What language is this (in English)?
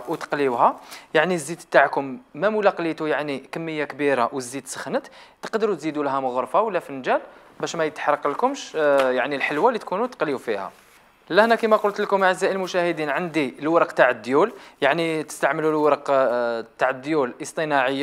Algerian Arabic